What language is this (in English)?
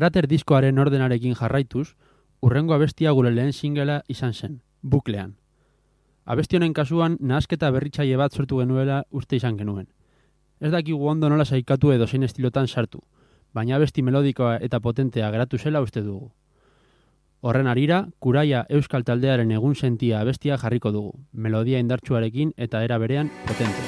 Basque